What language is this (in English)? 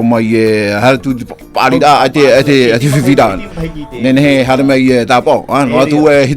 Tahitian